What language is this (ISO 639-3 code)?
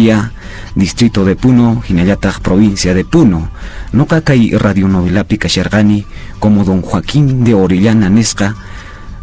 que